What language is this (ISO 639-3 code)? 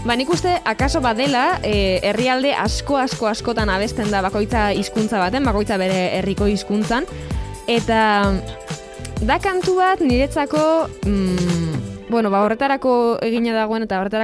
eus